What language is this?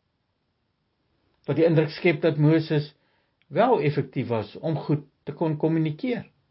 Afrikaans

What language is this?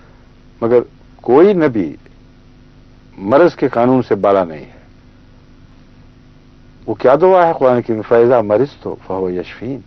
Urdu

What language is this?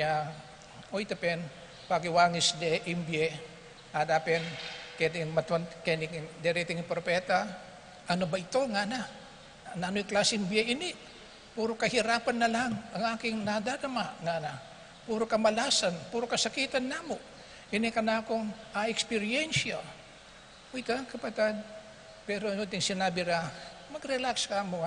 Pampanga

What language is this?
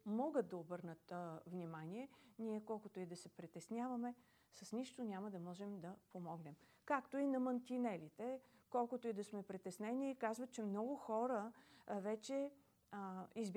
Bulgarian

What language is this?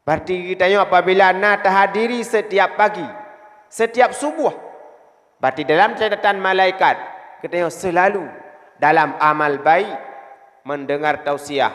Achinese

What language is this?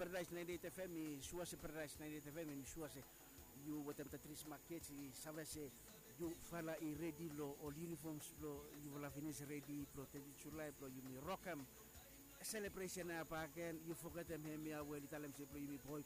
Bislama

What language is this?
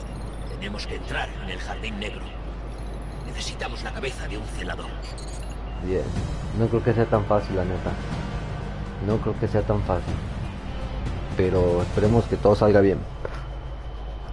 Spanish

